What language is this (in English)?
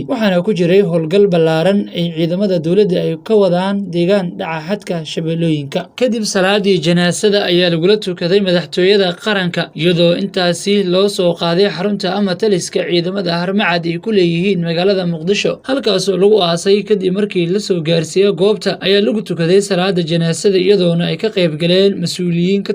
Somali